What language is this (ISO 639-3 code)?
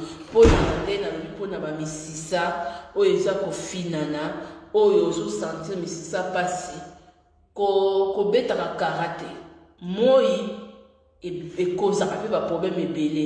lin